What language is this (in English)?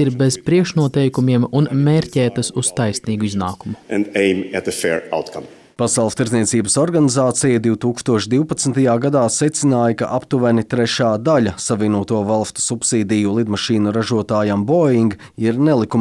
Latvian